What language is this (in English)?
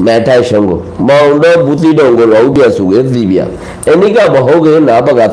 Rohingya